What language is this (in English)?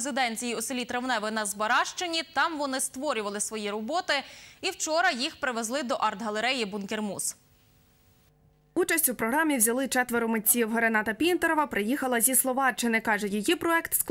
Ukrainian